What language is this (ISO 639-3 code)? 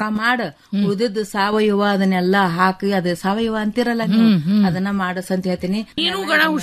kan